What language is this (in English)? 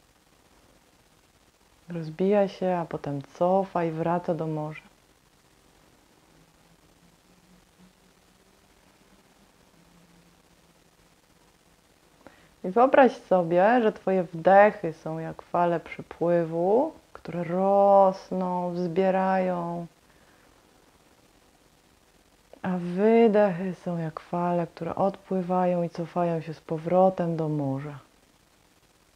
Polish